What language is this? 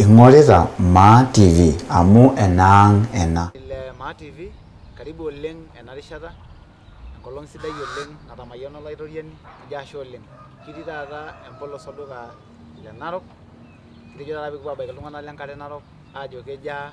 Masai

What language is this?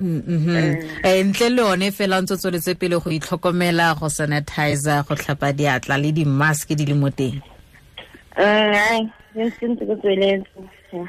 Tswana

